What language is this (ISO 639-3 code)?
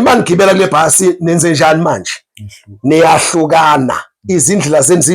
zul